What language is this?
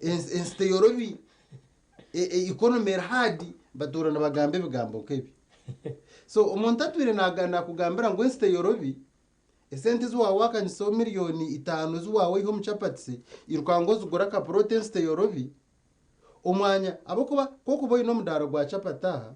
Nyankole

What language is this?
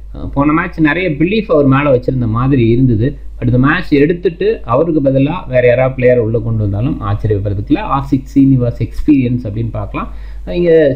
Tamil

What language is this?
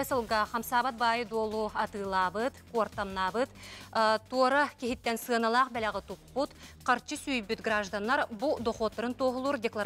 Yakut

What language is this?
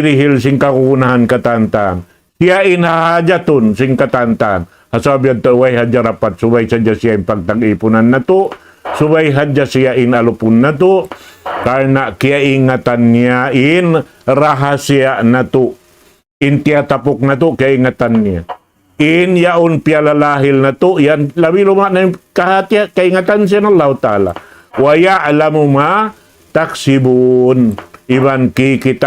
Tausug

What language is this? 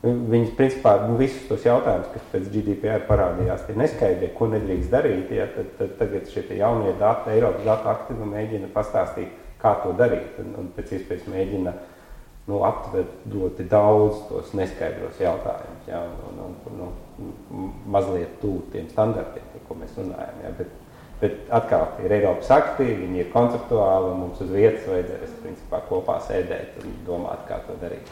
Latvian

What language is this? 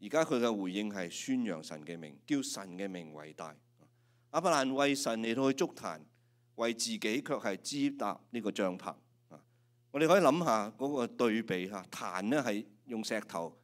Cantonese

